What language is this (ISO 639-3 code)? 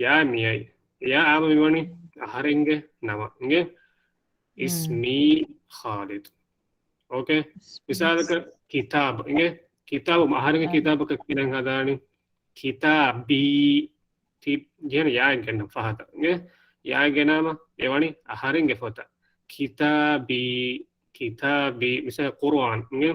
div